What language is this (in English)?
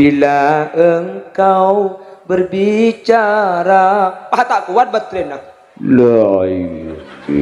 Madurese